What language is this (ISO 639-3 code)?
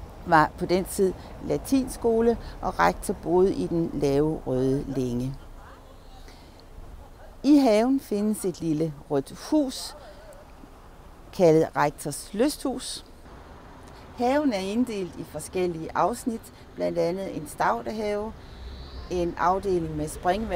dan